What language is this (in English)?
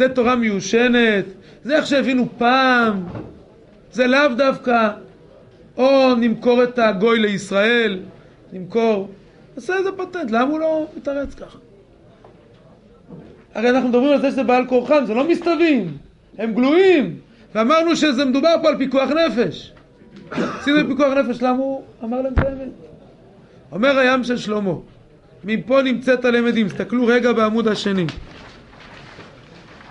Hebrew